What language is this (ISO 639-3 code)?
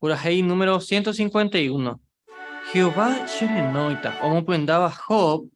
grn